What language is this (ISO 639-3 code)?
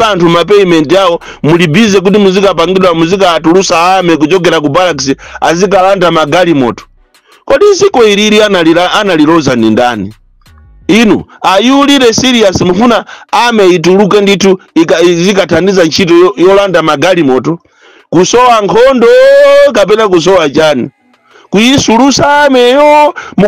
nya